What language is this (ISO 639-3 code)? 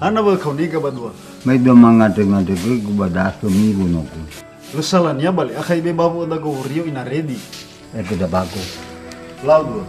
nia